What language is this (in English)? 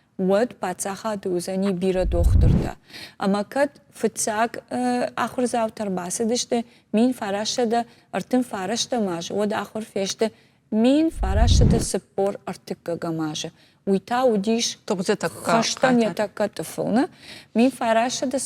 Ossetic